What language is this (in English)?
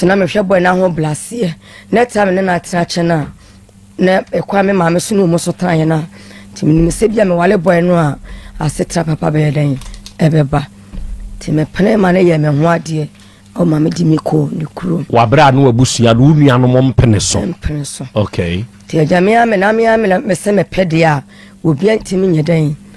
Akan